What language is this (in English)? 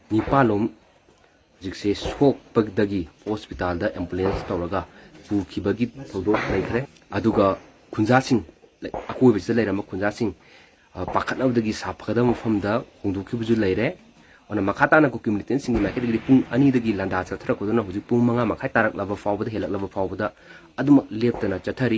Manipuri